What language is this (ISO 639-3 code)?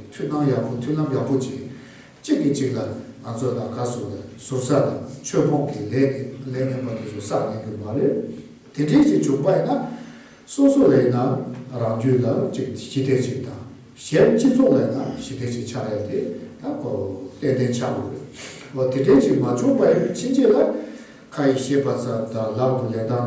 bod